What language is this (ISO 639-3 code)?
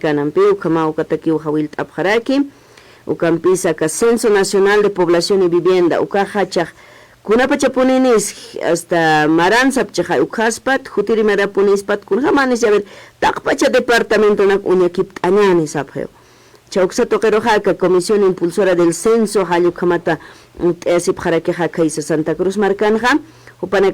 aym